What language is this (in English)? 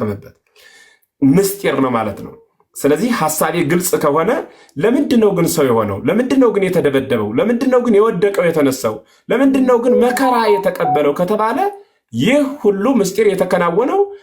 Amharic